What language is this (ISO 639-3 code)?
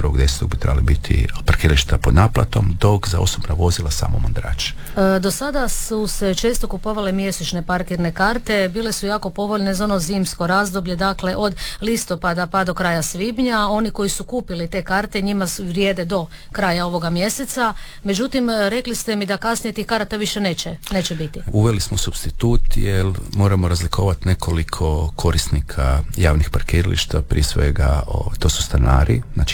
hrv